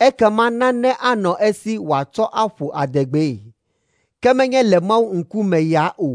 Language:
Ewe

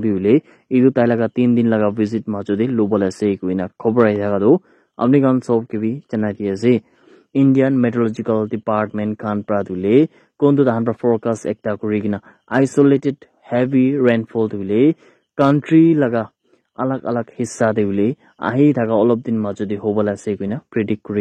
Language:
Naga Pidgin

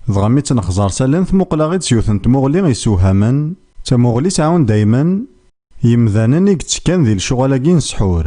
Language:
Kabyle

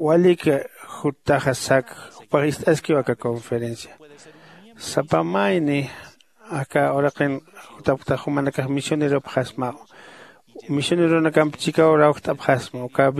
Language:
Aymara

